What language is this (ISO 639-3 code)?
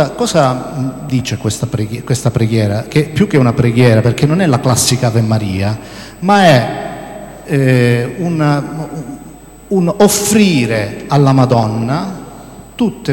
ita